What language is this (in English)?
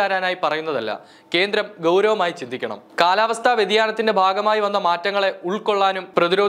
Malayalam